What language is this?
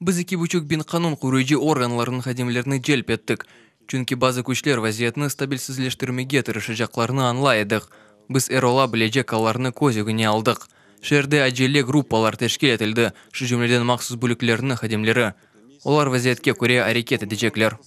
Crimean Tatar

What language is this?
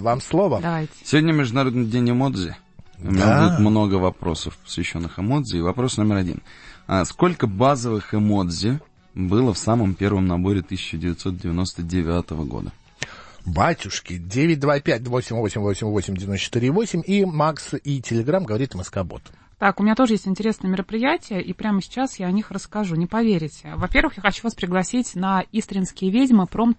Russian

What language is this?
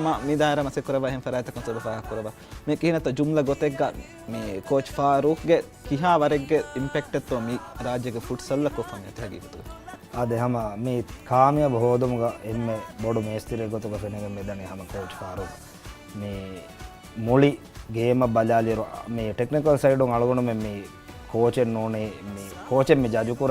Divehi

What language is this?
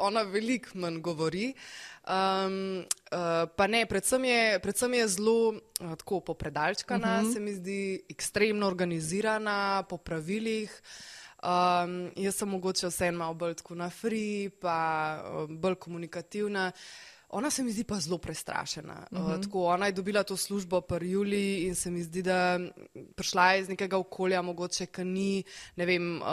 Slovenian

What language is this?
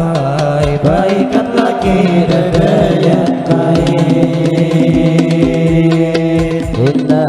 Banjar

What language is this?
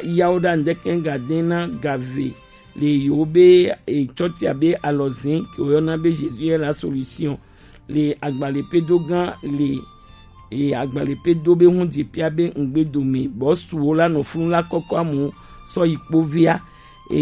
Gen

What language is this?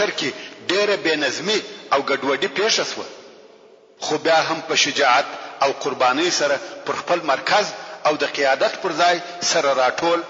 Pashto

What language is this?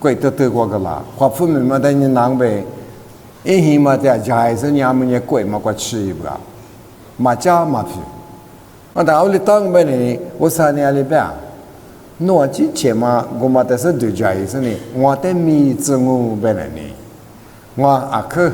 Lisu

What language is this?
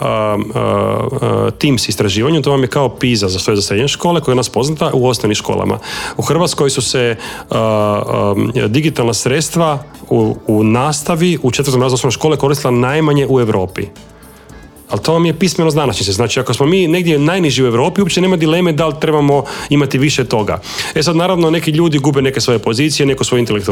Croatian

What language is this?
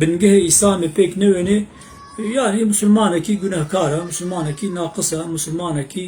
Kurdish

